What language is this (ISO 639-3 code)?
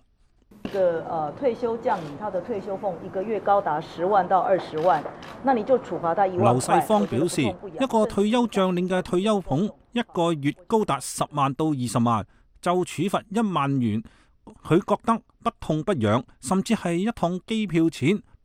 yue